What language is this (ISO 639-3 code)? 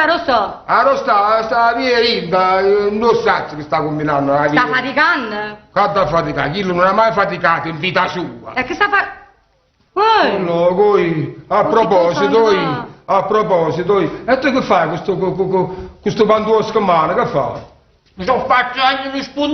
nap